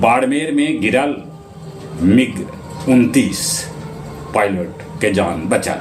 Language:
Magahi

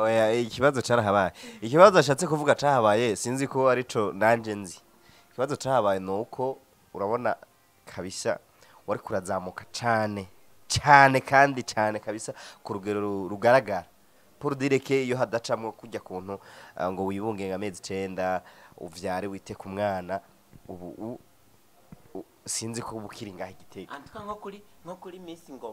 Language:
Rundi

